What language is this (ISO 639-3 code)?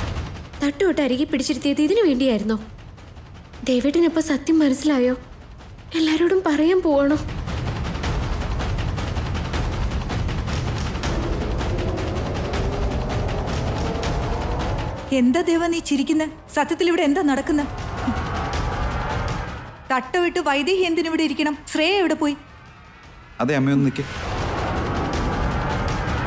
mal